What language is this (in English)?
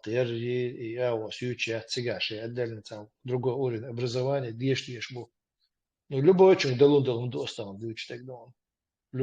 Chechen